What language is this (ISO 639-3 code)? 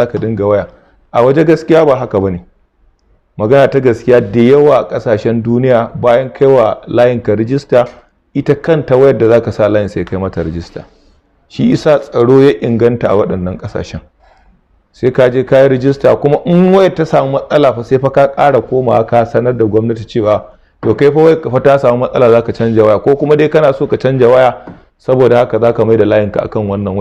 hau